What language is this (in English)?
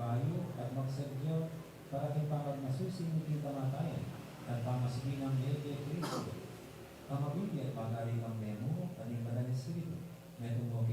Pampanga